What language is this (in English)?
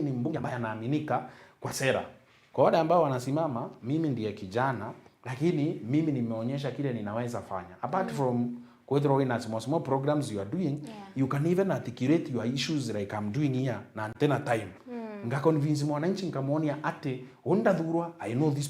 Meru